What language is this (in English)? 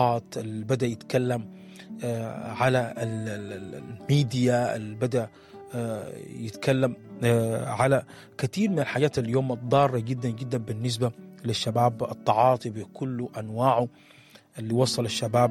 Sudanese Arabic